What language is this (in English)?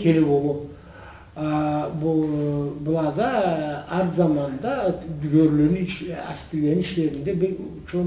Karachay-Balkar